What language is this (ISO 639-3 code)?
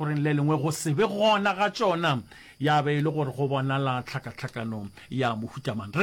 nso